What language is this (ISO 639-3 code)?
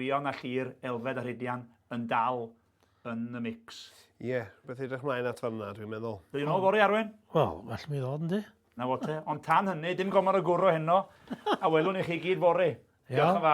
cym